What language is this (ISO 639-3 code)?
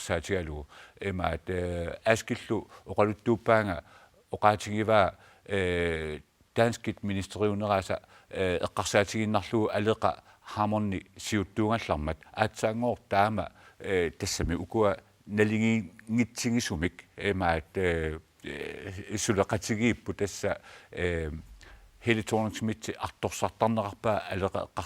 kal